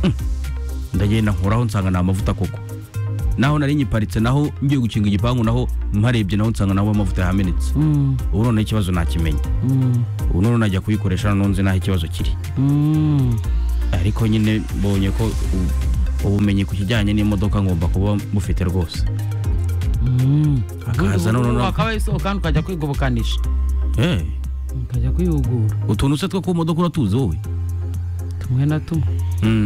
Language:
Kinyarwanda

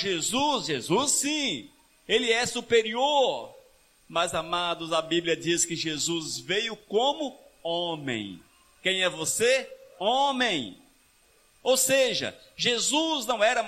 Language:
Portuguese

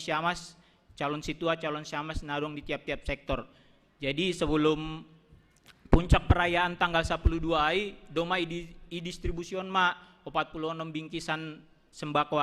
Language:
Batak Simalungun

